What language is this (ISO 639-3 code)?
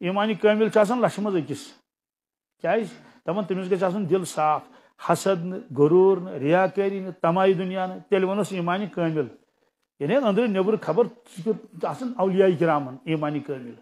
kas